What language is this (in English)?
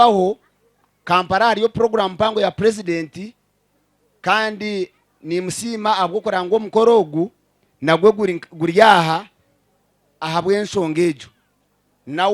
Nyankole